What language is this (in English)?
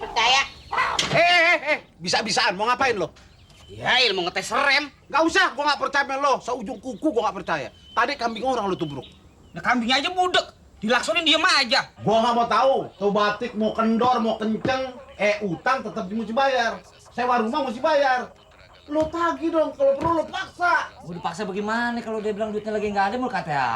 Betawi